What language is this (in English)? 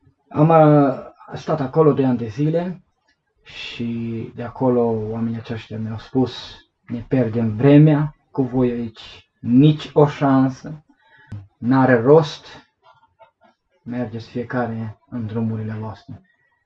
Romanian